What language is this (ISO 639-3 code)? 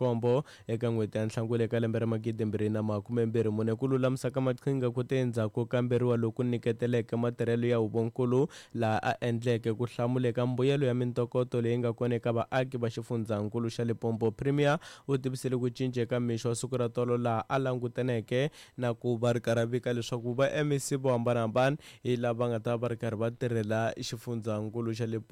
tso